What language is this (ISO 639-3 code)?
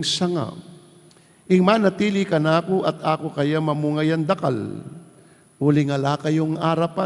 pam